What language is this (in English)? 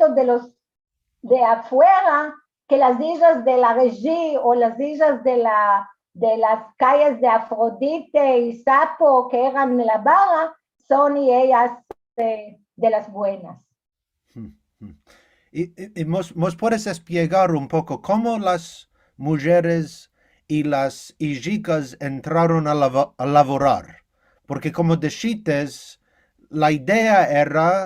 Ladino